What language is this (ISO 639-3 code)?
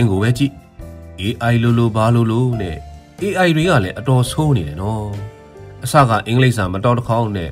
mya